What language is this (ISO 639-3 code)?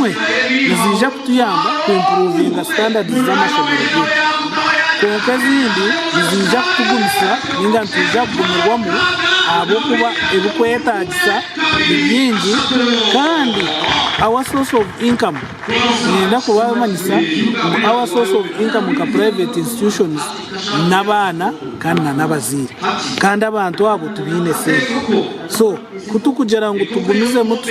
nyn